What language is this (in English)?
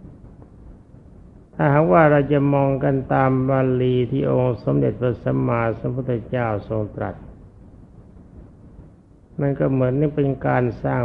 Thai